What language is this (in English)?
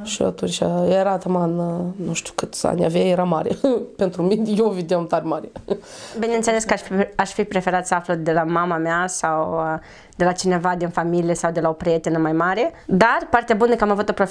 Romanian